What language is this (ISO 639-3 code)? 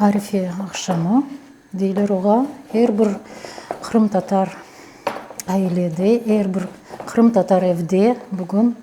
crh